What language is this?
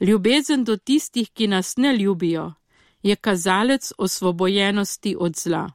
Slovenian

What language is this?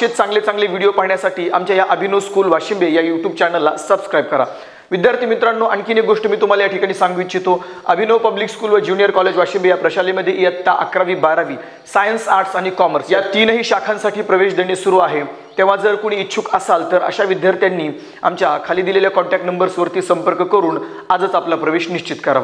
Marathi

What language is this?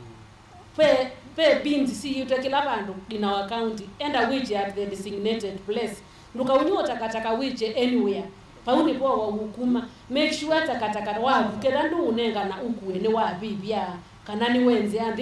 Kamba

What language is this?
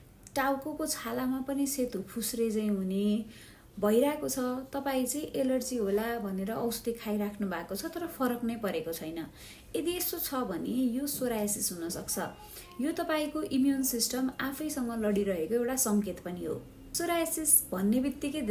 Nepali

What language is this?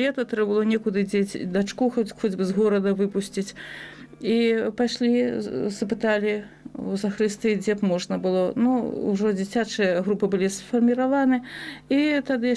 Belarusian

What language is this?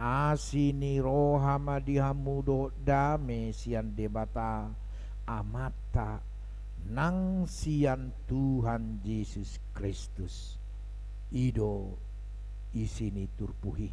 Batak Toba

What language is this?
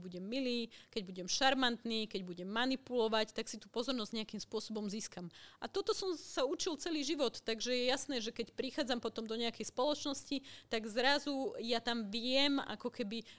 Slovak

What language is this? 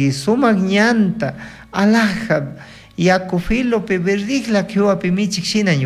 Chimborazo Highland Quichua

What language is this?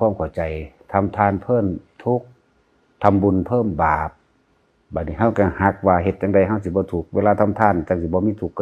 Northeastern Thai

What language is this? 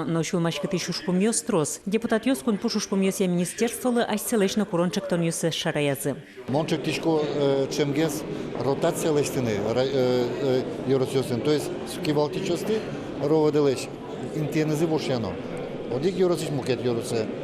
Udmurt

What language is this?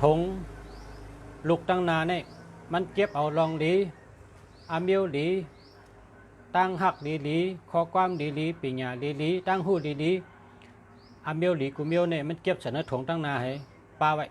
Shan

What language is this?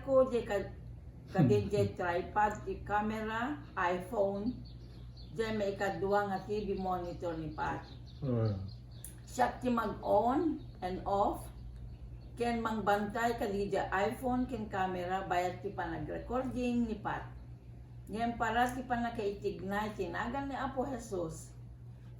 Iloko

